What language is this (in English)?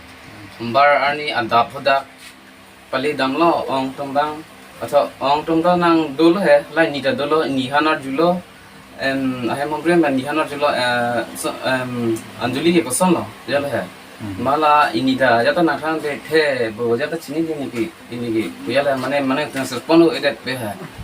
Karbi